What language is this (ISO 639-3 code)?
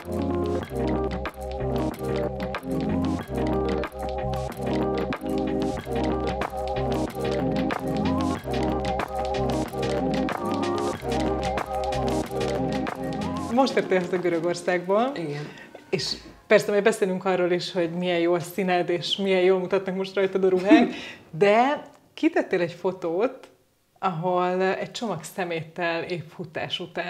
hun